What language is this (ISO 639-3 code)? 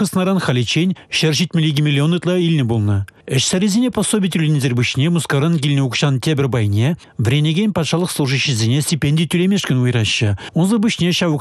chv